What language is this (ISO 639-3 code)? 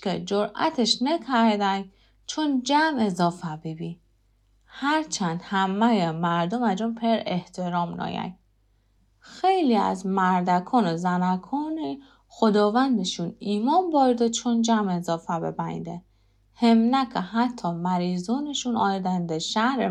glk